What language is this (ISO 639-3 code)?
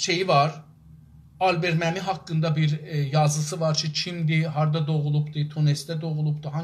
azb